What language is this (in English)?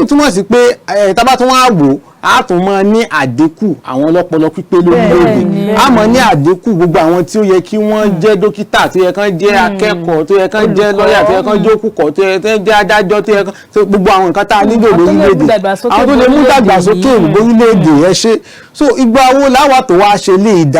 Yoruba